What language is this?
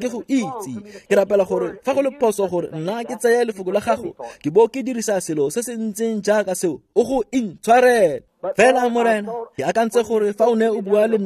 Tswana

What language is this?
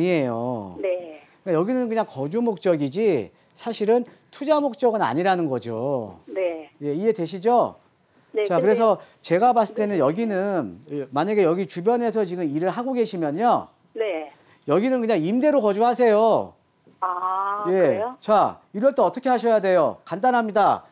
Korean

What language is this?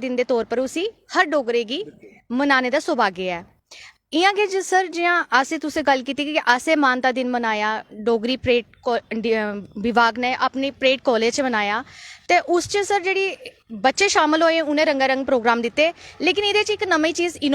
Dogri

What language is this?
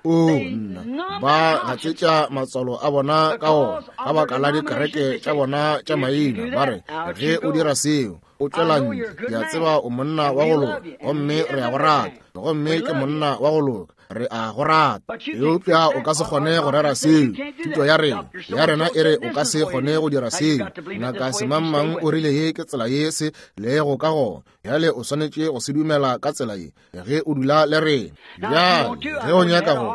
Northern Sotho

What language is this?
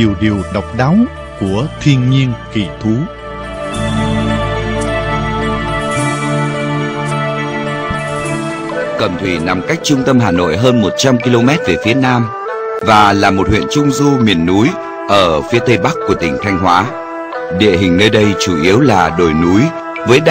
Vietnamese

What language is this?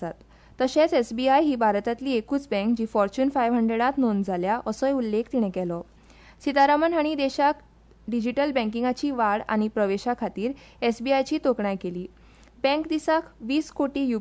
Konkani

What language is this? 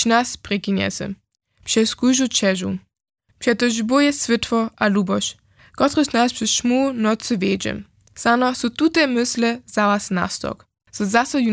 Upper Sorbian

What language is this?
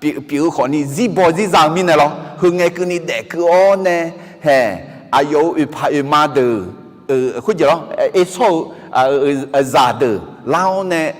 Akha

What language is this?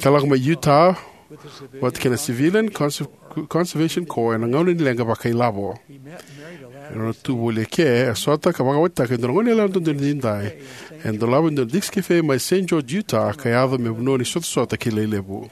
Fijian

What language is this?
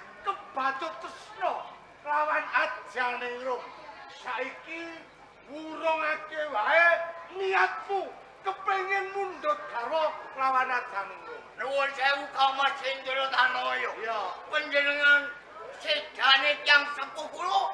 Javanese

